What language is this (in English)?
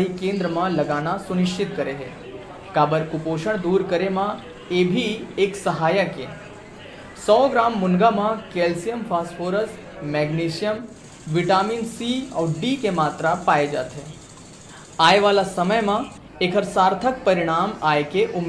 Chhattisgarhi